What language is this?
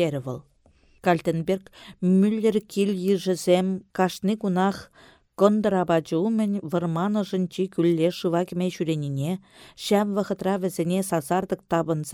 Chuvash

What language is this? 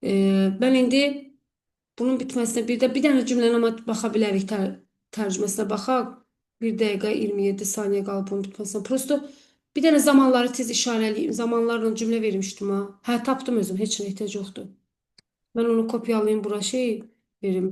Azerbaijani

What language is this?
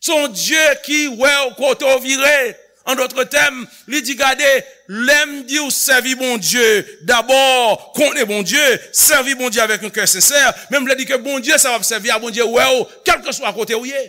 Haitian Creole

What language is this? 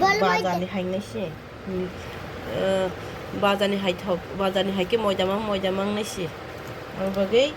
Kok Borok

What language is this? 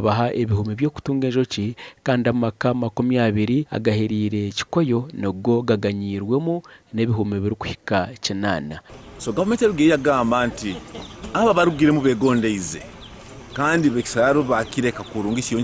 Nyankole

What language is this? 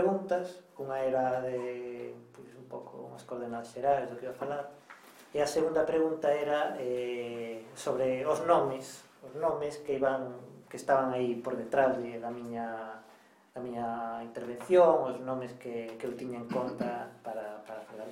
Galician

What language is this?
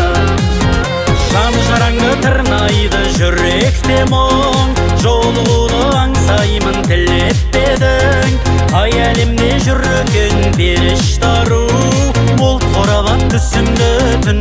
Kazakh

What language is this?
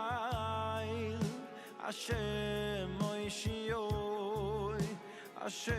Yiddish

